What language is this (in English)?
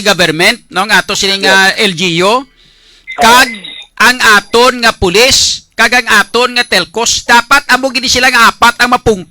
Hiligaynon